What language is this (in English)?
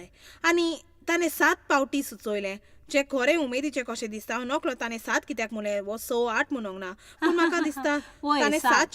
Konkani